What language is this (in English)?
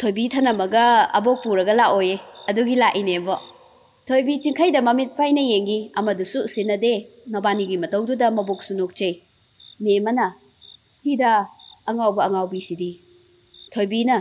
Manipuri